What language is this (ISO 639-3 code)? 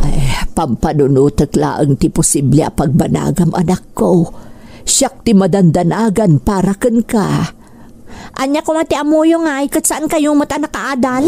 ilo